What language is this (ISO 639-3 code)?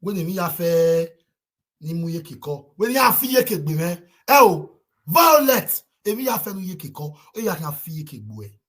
pcm